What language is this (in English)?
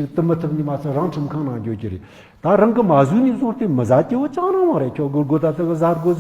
Tibetan